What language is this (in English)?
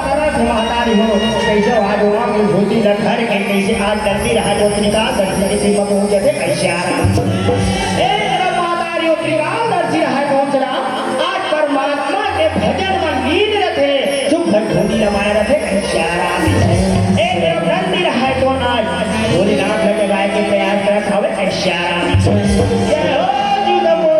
Chhattisgarhi